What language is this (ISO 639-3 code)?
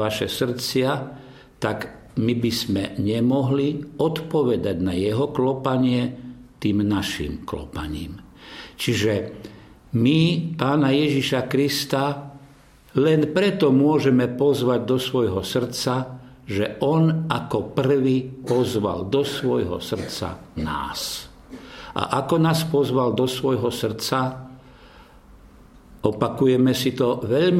slk